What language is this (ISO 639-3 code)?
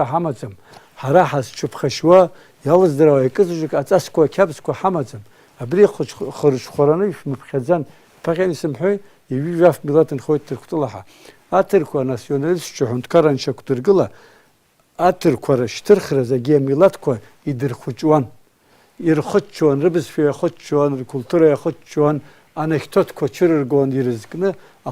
abk